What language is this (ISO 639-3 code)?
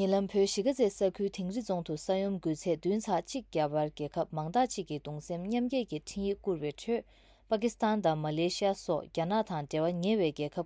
bod